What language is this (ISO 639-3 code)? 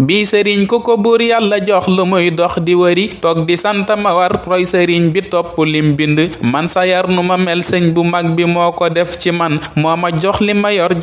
wol